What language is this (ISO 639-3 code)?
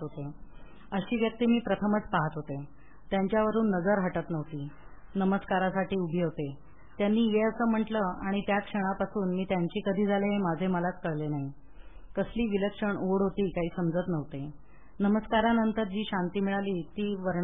mar